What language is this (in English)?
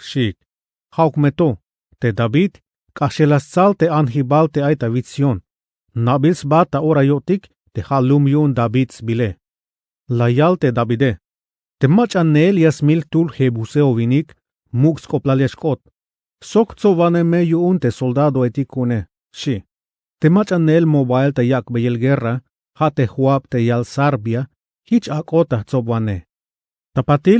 Tzeltal